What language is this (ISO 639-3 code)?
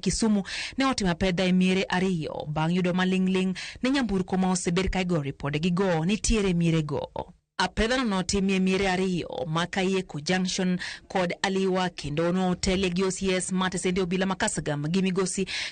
luo